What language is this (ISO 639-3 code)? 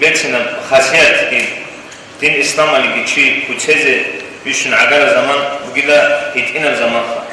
ava